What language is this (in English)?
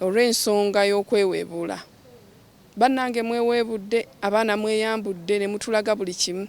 Ganda